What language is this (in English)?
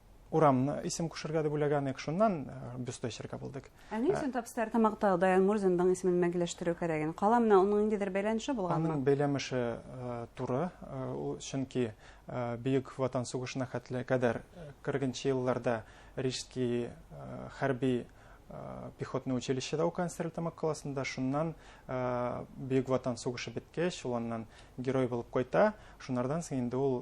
Bashkir